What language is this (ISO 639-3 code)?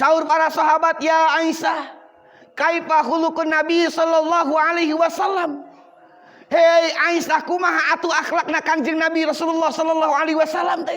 sun